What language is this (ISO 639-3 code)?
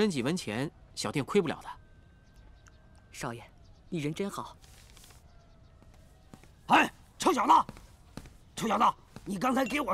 zho